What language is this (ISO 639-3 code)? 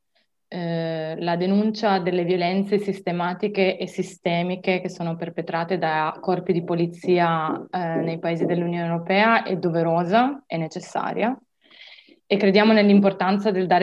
ita